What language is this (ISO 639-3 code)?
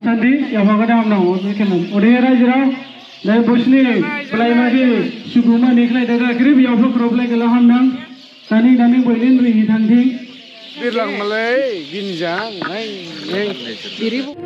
dis